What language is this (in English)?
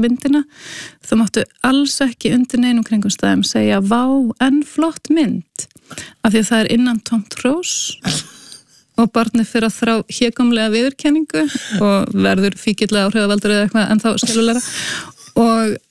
Icelandic